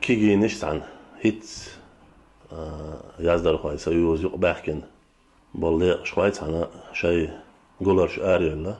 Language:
Chechen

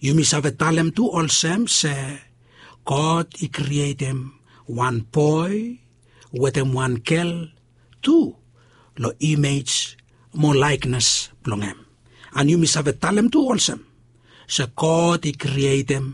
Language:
Bislama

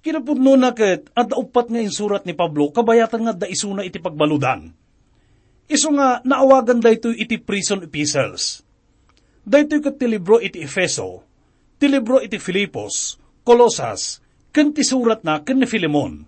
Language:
Iloko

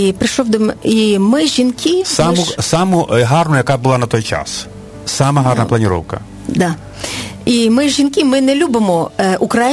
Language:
Ukrainian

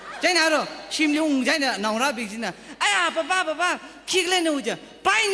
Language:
Tangkhul Naga (India)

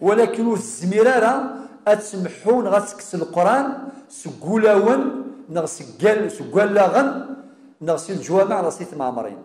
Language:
Kabyle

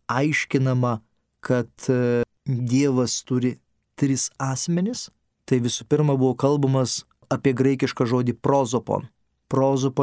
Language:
Lithuanian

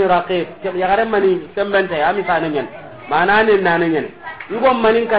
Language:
Soninke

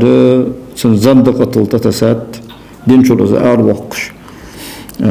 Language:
Ingush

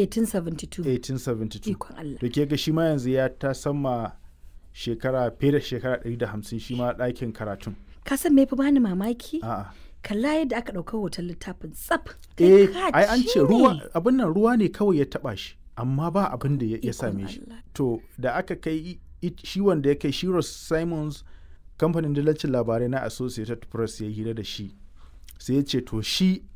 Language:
Hausa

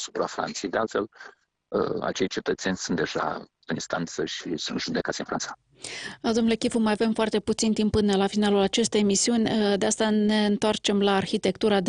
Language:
Romanian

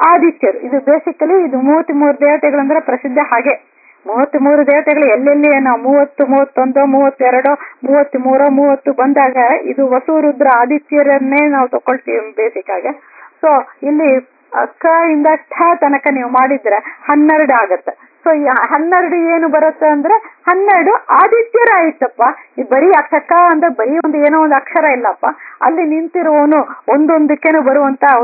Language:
Kannada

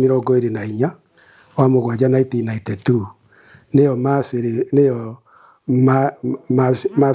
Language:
Kikuyu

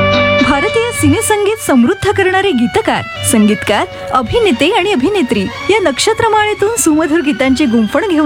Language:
Marathi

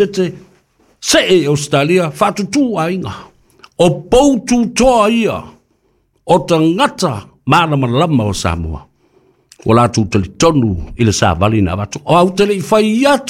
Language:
Samoan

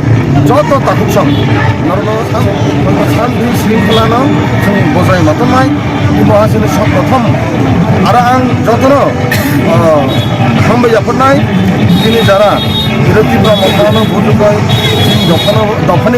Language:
Kok Borok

